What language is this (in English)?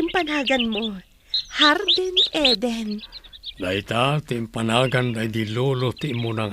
Iloko